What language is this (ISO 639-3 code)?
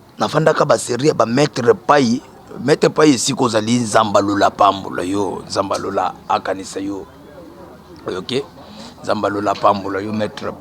lin